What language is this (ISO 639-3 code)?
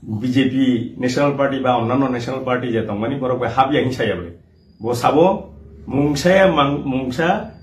trp